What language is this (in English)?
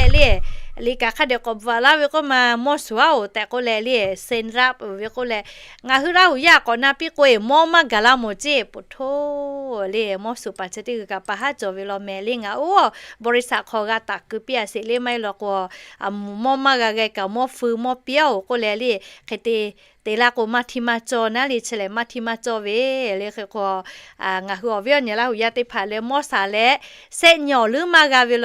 Lahu